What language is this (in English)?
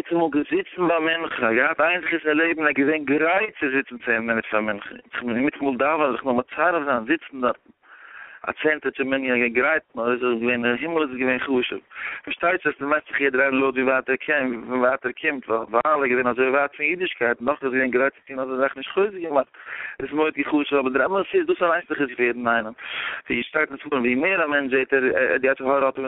Yiddish